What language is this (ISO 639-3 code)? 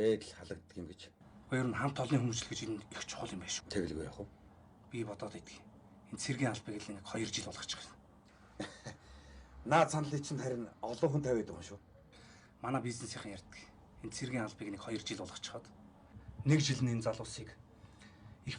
mon